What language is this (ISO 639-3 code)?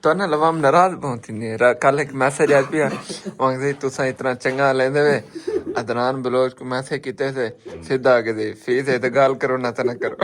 skr